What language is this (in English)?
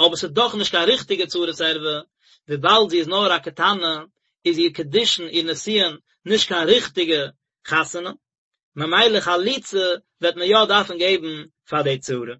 Yiddish